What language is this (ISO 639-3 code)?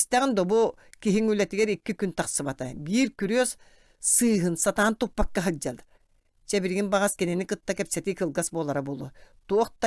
sah